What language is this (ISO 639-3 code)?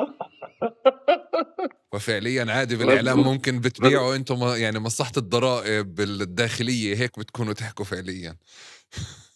apc